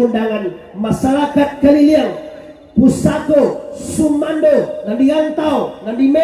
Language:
Minangkabau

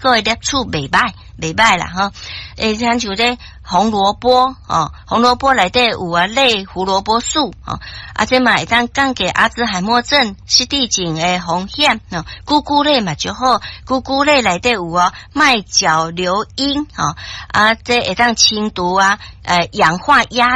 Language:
Min Nan Chinese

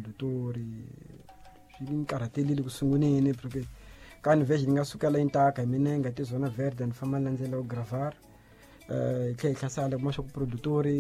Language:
Tsonga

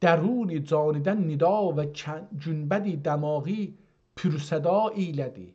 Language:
South Azerbaijani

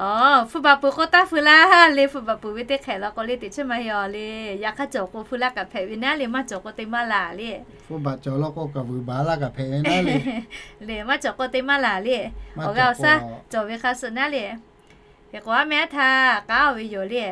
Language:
Lahu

